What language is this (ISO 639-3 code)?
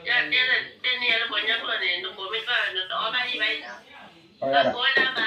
ksw